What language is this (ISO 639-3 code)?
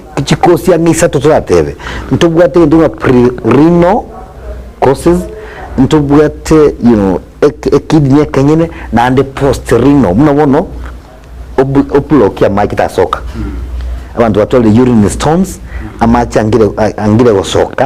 guz